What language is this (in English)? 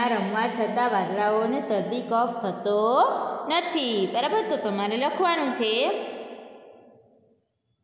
Gujarati